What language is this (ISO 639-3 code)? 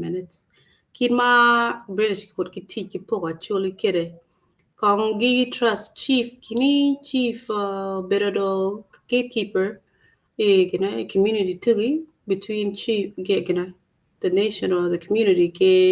ach